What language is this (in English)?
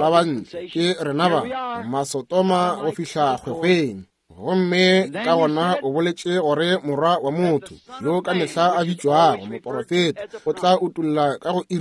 Northern Sotho